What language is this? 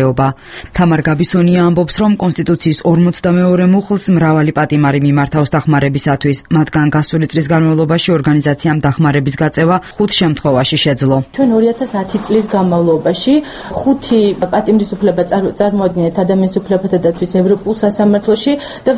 Georgian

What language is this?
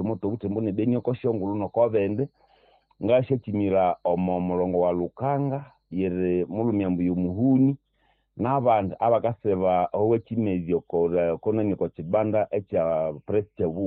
Nande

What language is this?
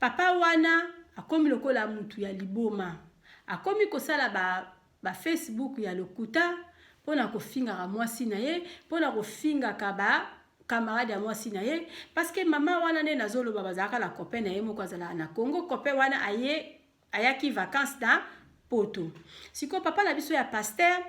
Lingala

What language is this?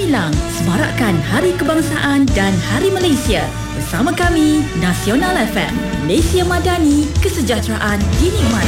Malay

